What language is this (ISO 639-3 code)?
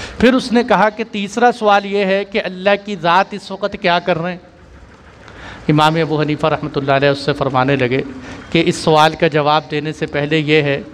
urd